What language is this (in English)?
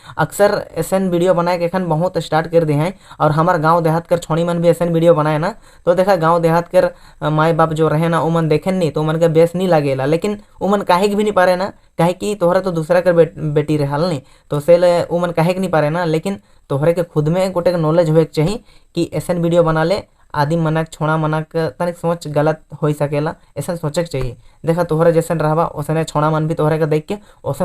Sadri